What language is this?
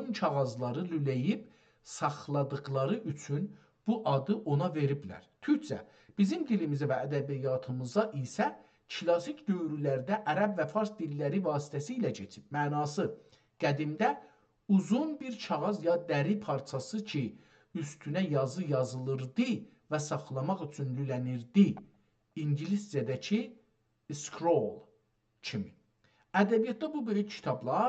South Azerbaijani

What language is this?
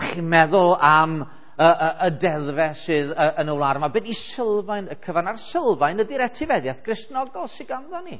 Welsh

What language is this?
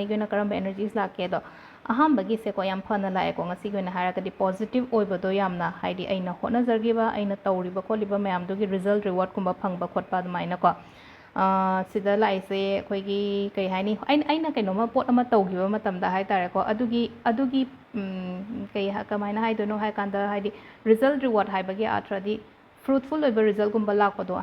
Manipuri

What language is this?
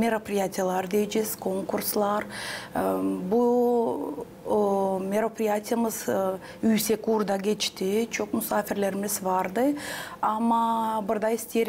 Gagauz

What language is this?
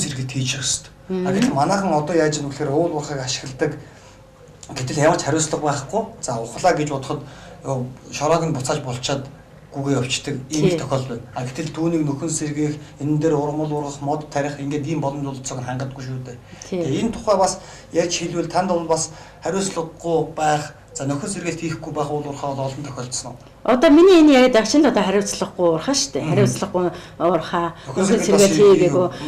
Mongolian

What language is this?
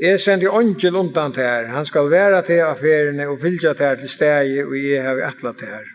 Faroese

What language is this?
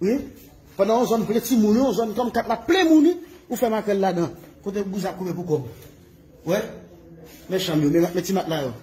Haitian Creole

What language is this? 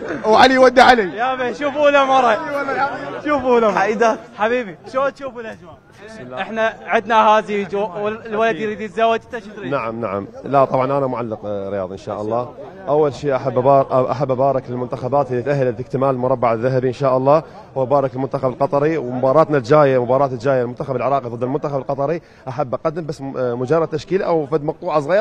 Mesopotamian Arabic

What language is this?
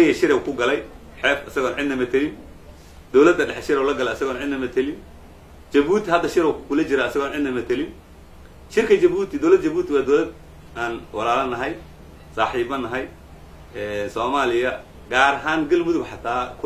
Somali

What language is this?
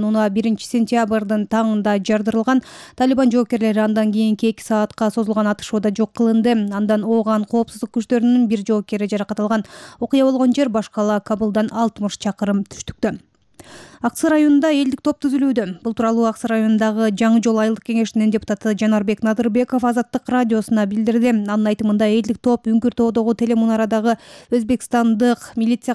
Kyrgyz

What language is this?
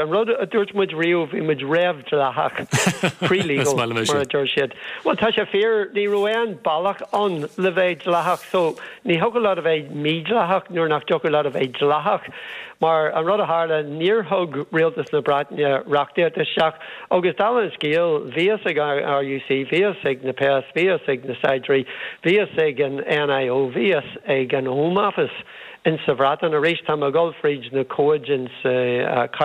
Irish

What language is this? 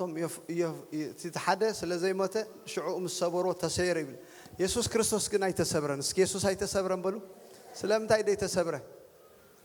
Tigrinya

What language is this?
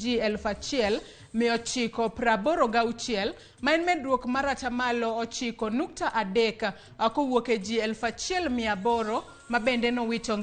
Luo (Kenya and Tanzania)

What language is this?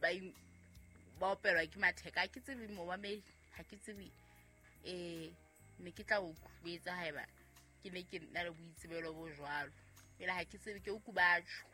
Southern Sotho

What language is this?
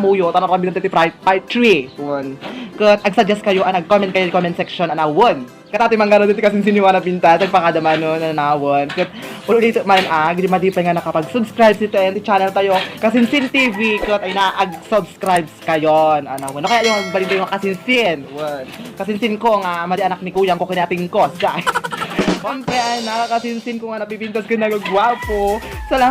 Iloko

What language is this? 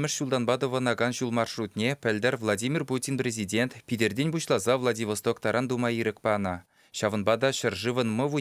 Chuvash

